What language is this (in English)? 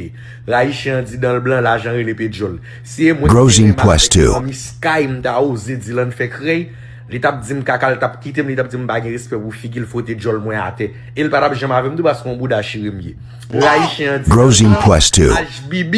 Haitian Creole